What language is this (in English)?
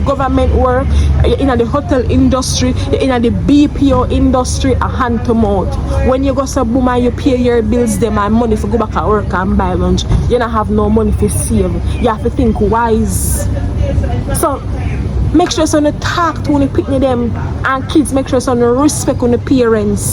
Jamaican Creole English